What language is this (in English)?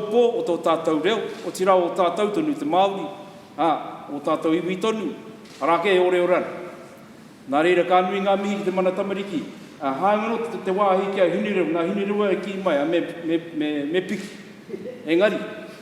Māori